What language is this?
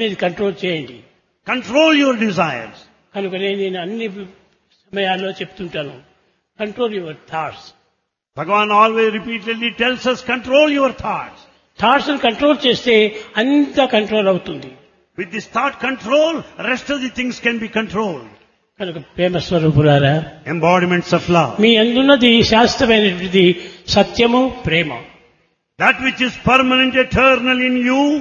Telugu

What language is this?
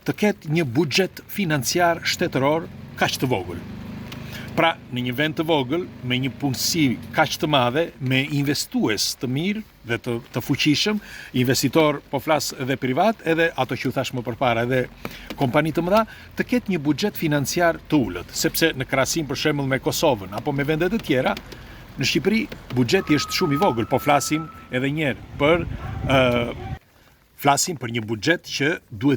Albanian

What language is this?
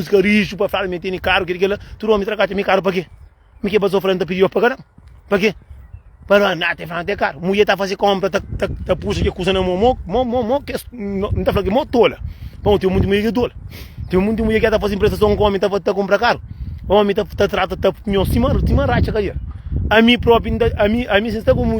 Kabuverdianu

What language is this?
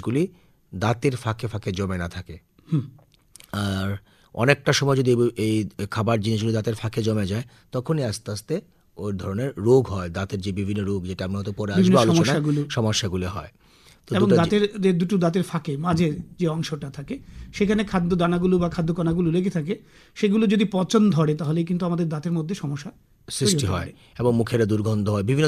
Bangla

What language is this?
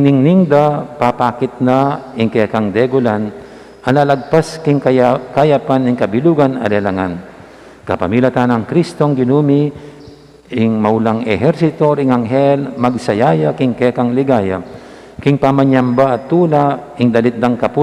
Pampanga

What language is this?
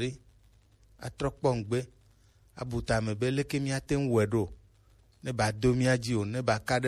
Gen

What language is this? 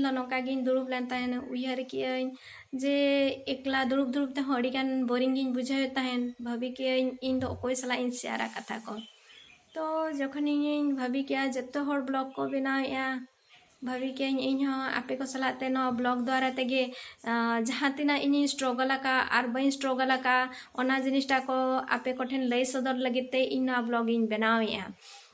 Santali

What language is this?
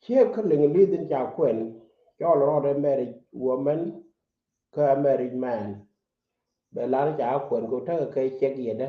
Nuer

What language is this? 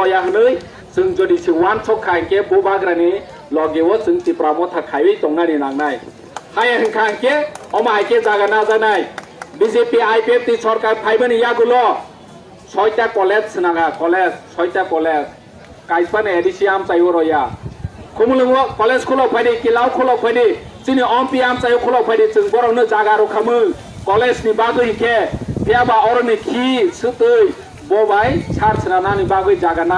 Riang (India)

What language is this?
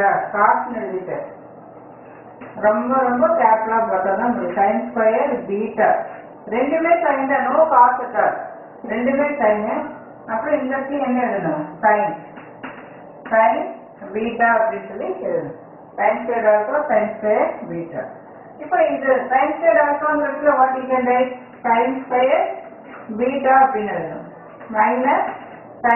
Tamil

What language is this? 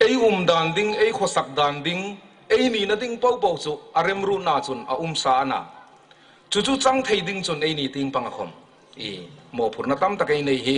Hmar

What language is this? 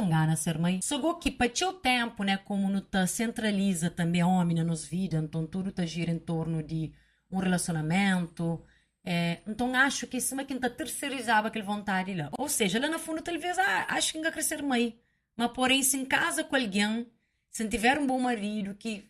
Kabuverdianu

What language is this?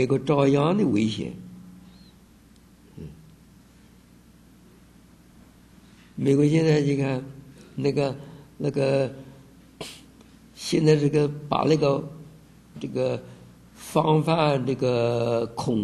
Chinese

